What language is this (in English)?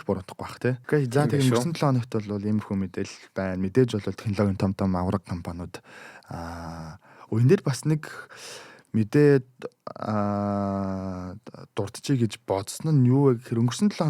Mongolian